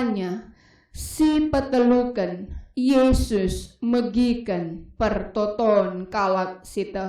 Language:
Batak Karo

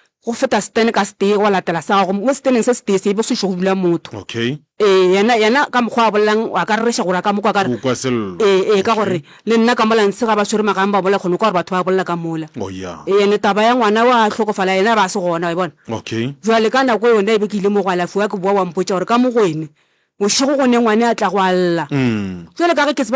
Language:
Northern Sotho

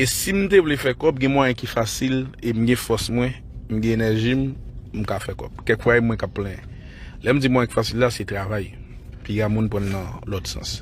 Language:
Haitian Creole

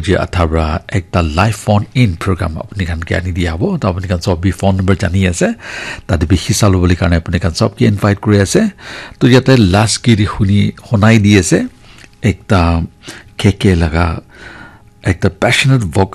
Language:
Naga Pidgin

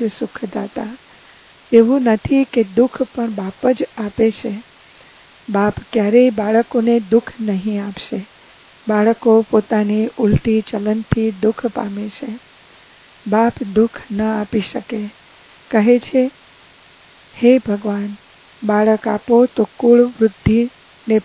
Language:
Gujarati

